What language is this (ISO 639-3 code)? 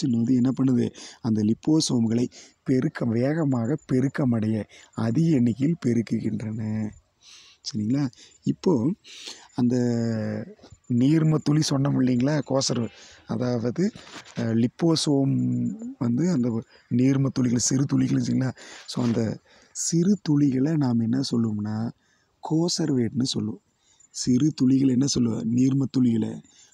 tam